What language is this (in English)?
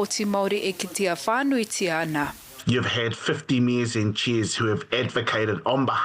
Māori